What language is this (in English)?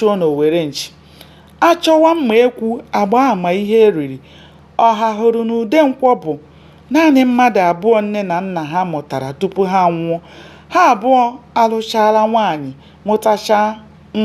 Igbo